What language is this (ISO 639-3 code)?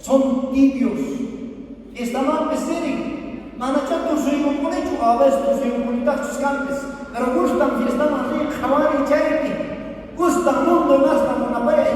quh